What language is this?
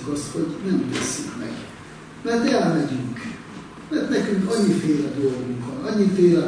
Hungarian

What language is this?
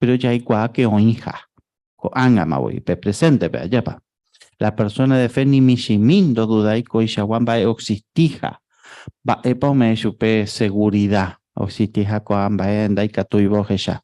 Guarani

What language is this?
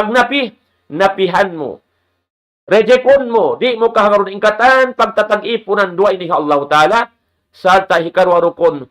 Tausug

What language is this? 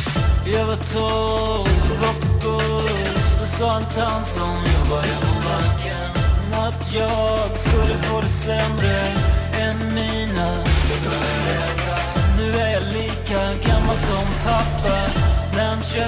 Swedish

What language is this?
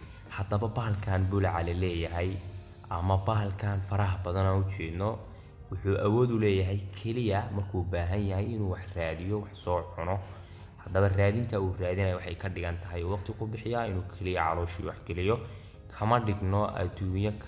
Somali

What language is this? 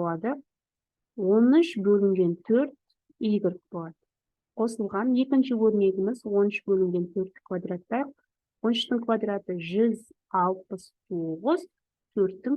Kazakh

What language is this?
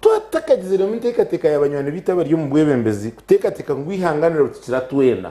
Nyankole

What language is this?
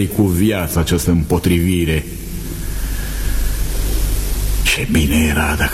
Romanian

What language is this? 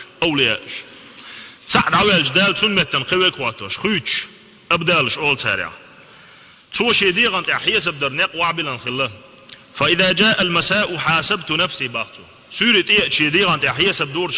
Chechen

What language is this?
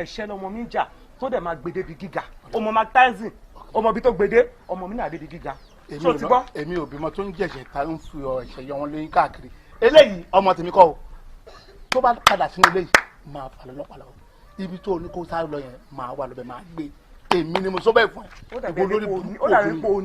Yoruba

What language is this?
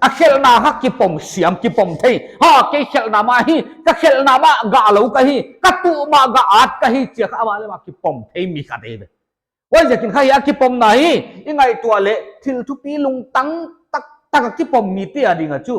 Paite Chin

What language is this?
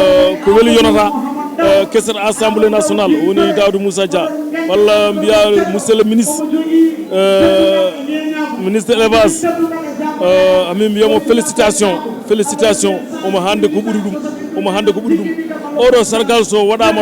Fula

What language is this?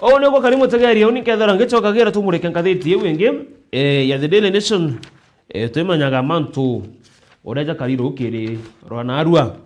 Meru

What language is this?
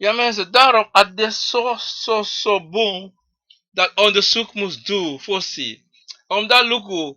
Sranan Tongo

